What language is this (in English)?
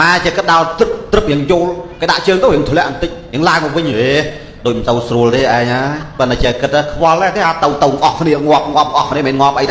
Khmer